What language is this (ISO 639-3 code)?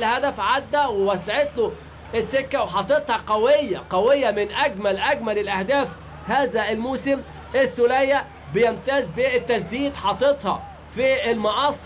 arz